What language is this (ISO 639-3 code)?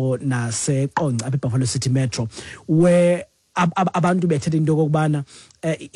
xho